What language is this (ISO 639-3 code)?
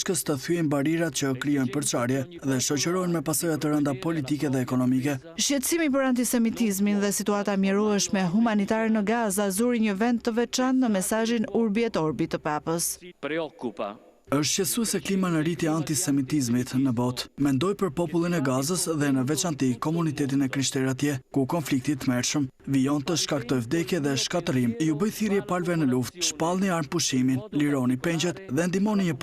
sqi